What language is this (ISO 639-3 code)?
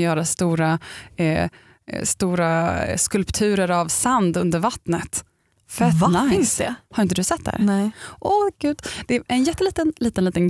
swe